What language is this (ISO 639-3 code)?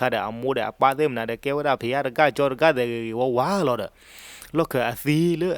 ksw